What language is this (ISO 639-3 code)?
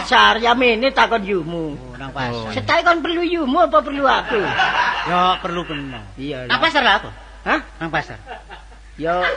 jav